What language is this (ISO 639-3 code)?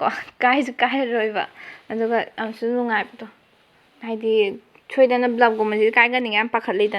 mni